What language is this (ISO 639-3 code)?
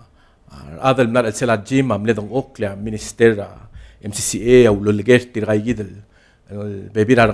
pau